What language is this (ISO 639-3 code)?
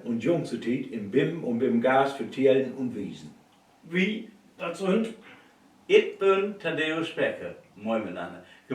nds